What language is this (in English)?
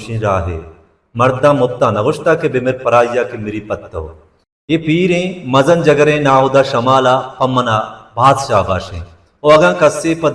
Baluchi